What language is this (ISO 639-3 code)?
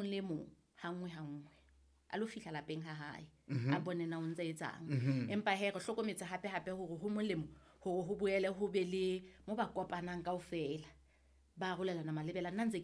sot